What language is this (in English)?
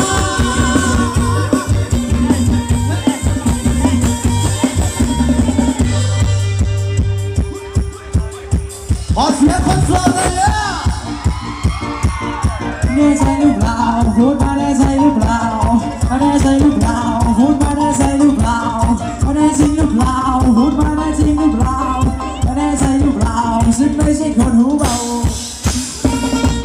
Thai